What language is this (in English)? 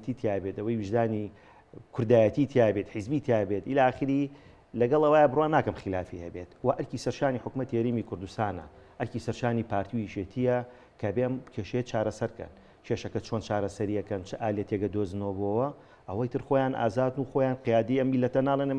Central Kurdish